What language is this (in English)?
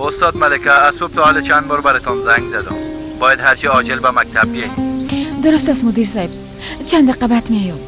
Persian